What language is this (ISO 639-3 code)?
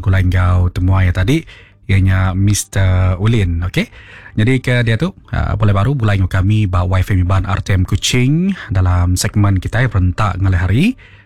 iba